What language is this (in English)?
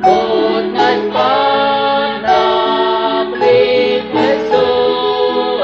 Kekchí